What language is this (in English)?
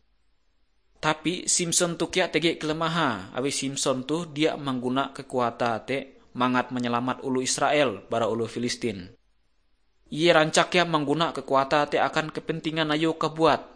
Ngaju